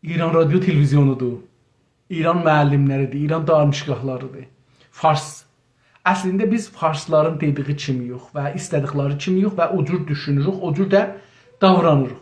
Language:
South Azerbaijani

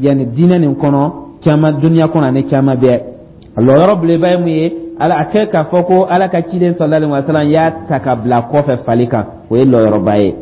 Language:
Dyula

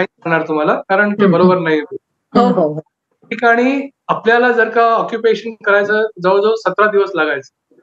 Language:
Marathi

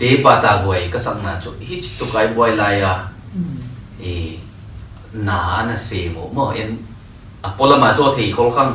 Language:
Paite Chin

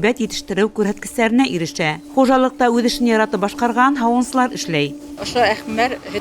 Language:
Bashkir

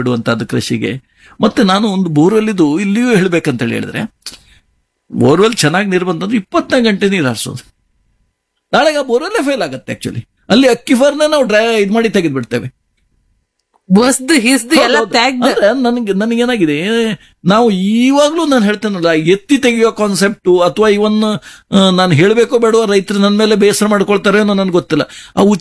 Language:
Kannada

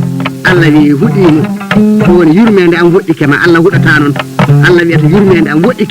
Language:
Fula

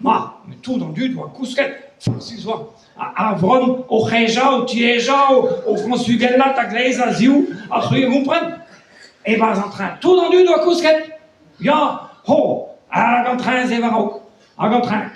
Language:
Breton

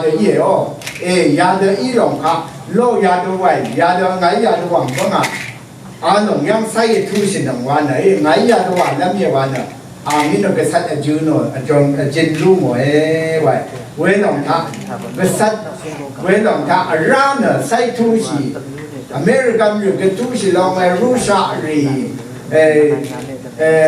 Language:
Rawang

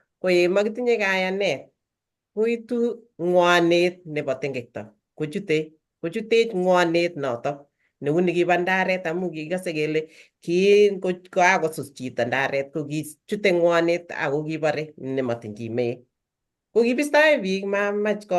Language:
Kalenjin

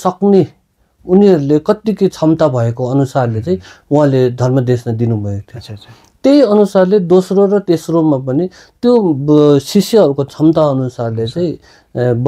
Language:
Nepali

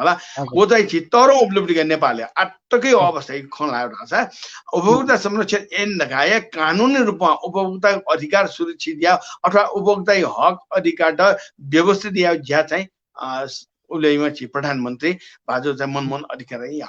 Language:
Newari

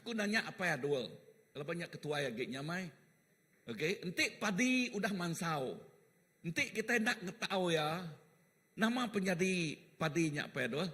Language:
Iban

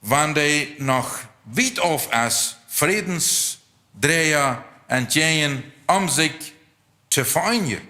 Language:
Plautdietsch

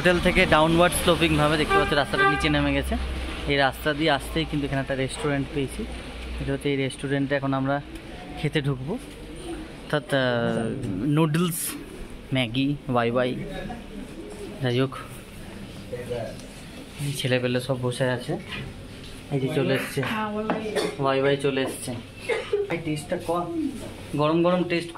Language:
Bangla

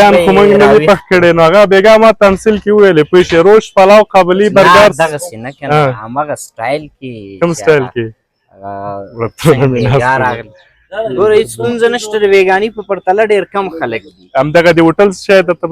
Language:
Pashto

